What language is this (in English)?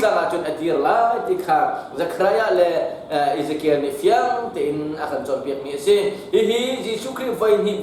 Hakha Chin